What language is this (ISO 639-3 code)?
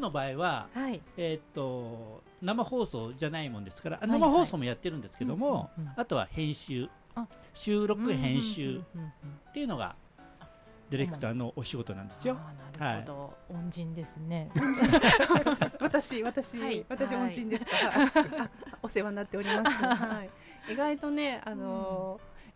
jpn